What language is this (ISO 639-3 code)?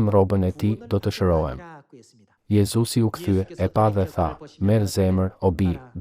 sqi